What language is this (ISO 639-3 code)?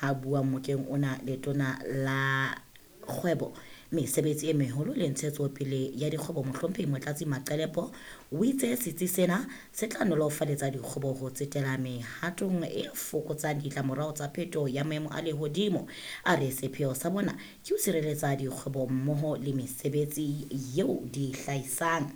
sot